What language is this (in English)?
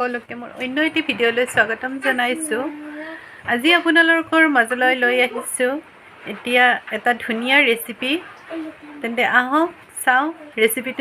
Assamese